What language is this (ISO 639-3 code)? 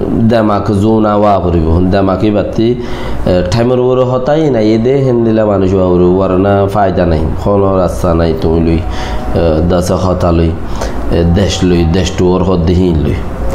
rhg